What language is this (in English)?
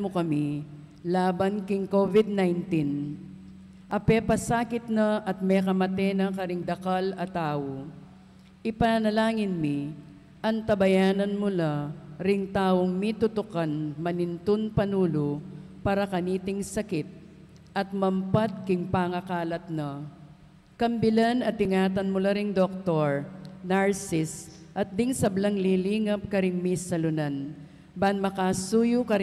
Pampanga